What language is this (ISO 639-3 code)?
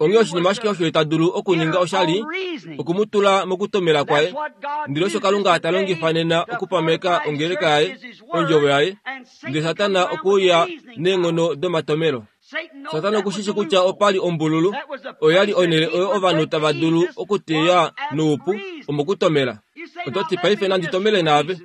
kua